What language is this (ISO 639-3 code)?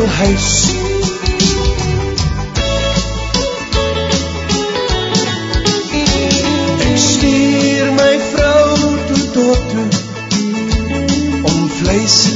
afr